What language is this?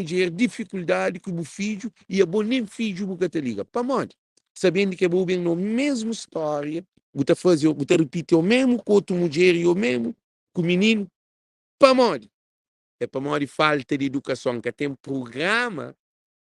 Kabuverdianu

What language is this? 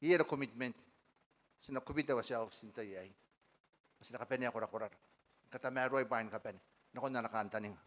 Gilbertese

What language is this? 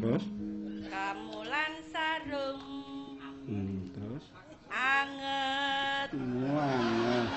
Javanese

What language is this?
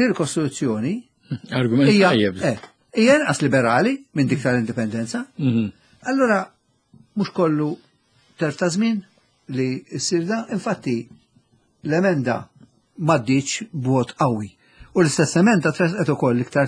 Maltese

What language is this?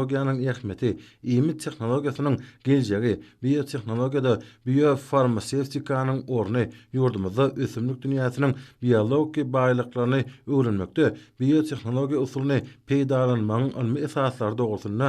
Turkmen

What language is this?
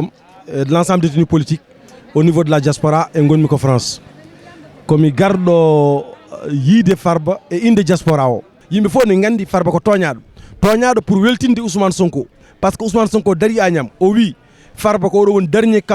Fula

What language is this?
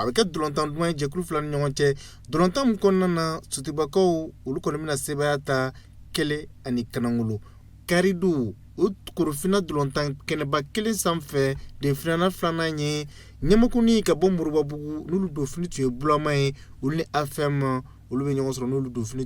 Bambara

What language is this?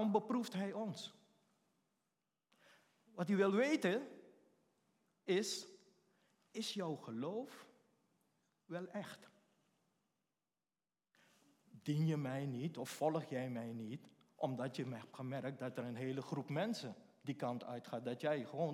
Dutch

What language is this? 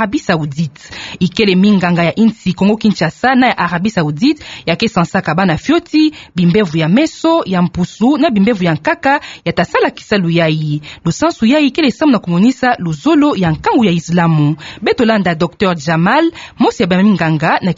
Kituba (Democratic Republic of Congo)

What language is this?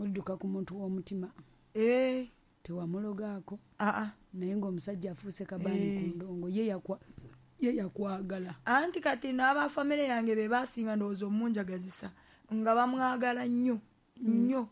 Ganda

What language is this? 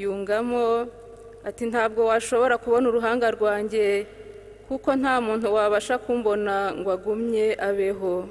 Kinyarwanda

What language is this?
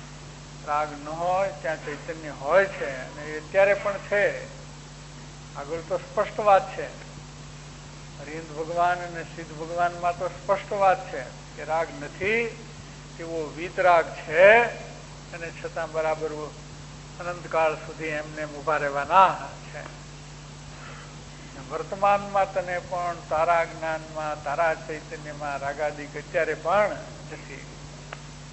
Gujarati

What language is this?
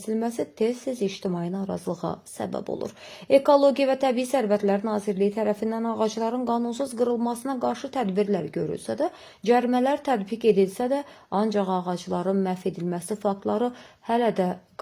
Azerbaijani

